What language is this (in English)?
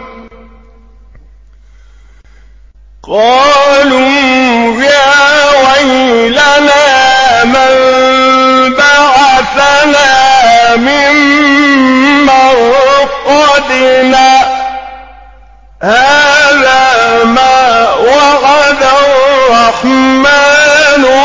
Arabic